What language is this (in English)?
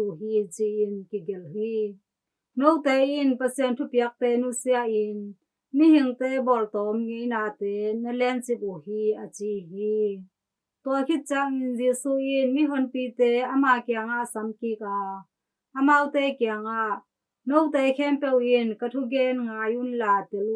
Tedim Chin